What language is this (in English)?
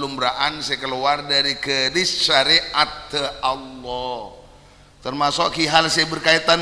Madurese